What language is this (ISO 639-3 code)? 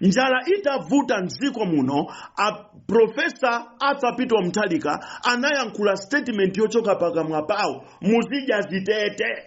nya